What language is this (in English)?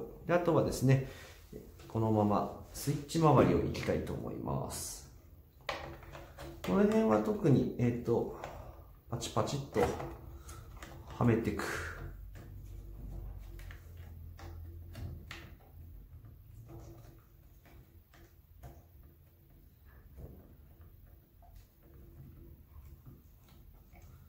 Japanese